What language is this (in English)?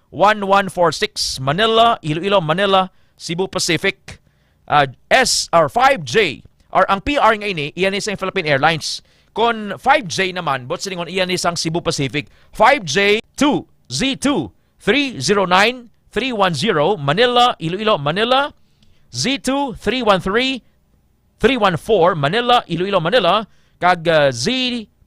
Hiligaynon